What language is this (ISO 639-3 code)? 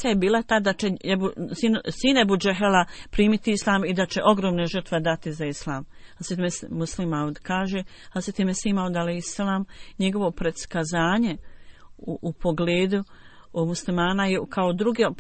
bos